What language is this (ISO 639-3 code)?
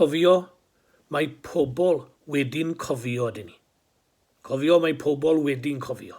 cym